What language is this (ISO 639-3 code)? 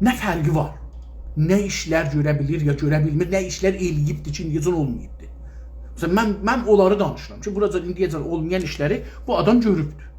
azb